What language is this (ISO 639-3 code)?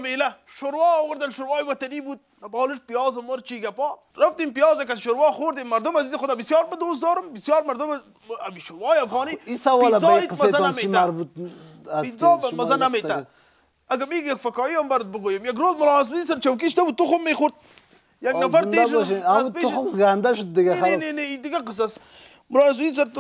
fas